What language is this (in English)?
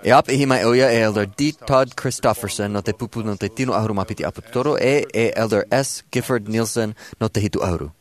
Tahitian